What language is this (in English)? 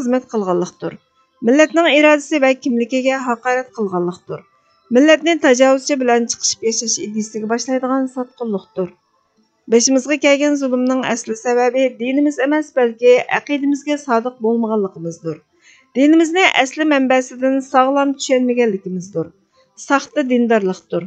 Uyghur